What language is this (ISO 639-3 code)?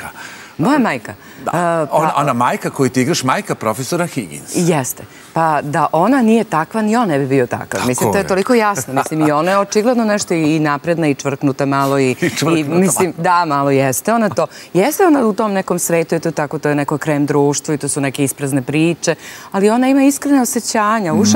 srp